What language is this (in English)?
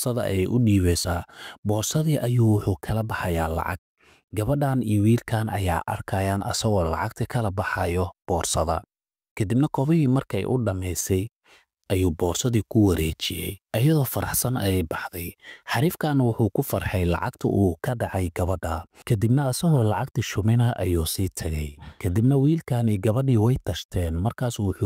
Somali